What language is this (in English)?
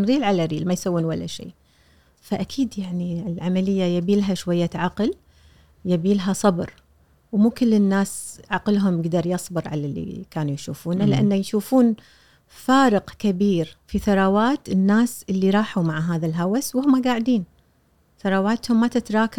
Gulf Arabic